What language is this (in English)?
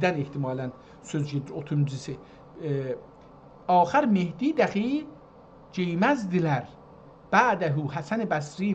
South Azerbaijani